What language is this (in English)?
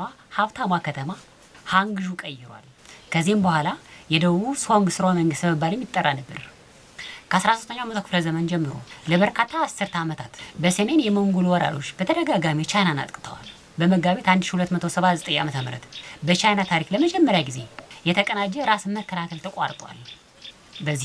Amharic